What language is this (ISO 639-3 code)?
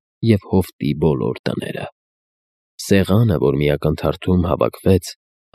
hye